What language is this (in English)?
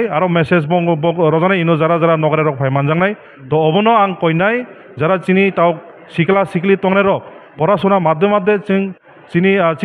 Kok Borok